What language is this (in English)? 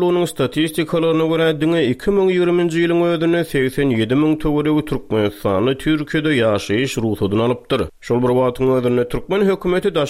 Turkmen